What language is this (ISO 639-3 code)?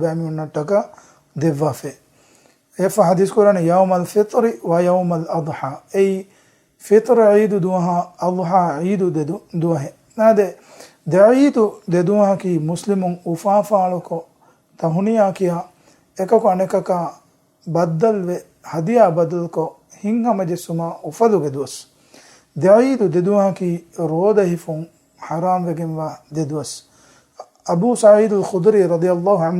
div